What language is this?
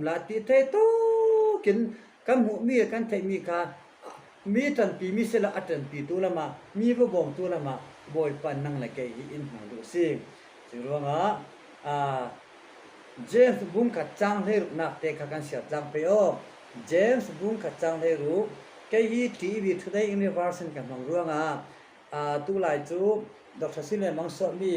Falam Chin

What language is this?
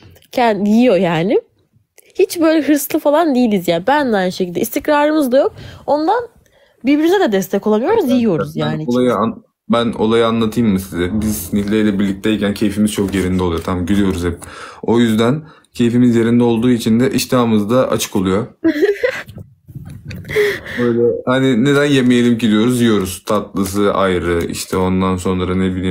Turkish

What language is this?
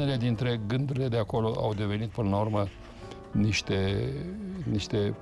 Romanian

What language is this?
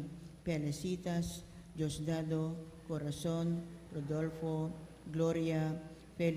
Pampanga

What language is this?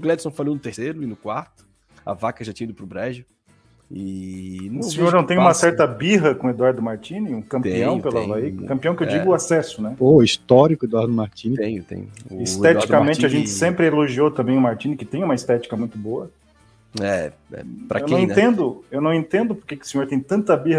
Portuguese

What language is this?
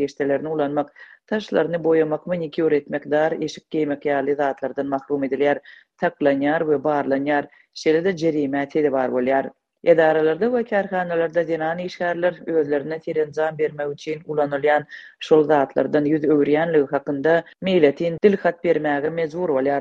Turkmen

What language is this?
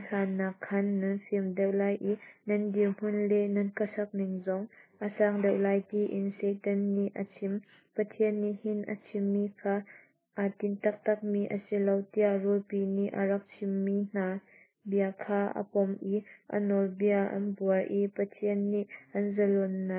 Hakha Chin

